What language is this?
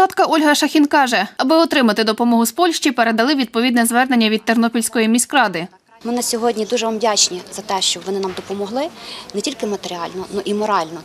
Ukrainian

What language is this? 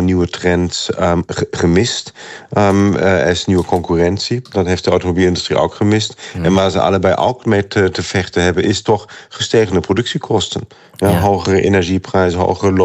Dutch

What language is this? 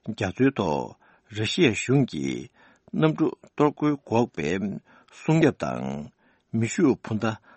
Tibetan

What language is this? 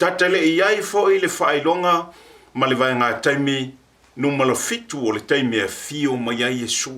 Samoan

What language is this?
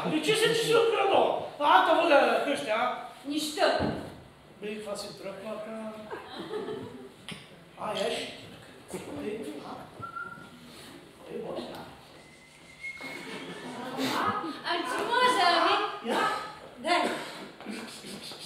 Bulgarian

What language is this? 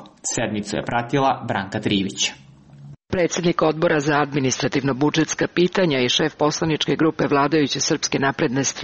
Serbian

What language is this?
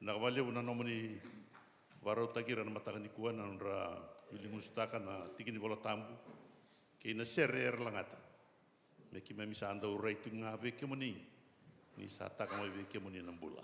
Fijian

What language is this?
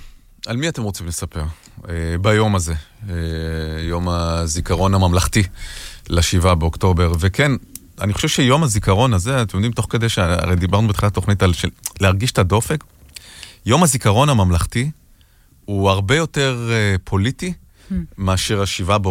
Hebrew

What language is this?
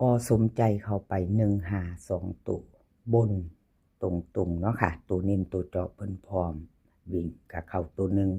Northeastern Thai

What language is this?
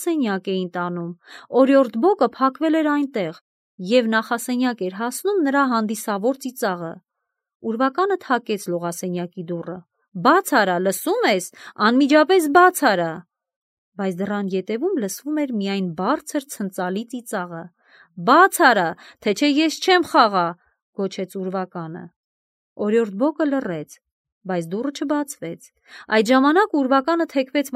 Armenian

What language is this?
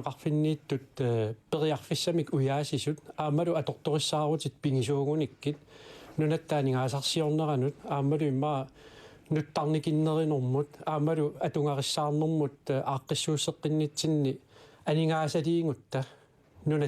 Kalaallisut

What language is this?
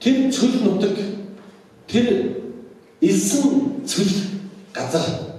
Mongolian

